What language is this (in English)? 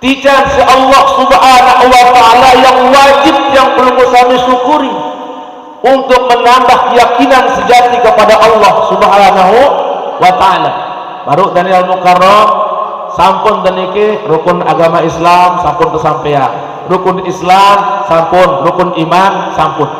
Sasak